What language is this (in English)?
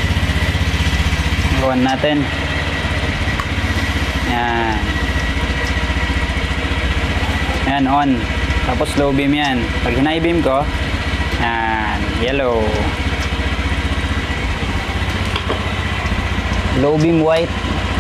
Filipino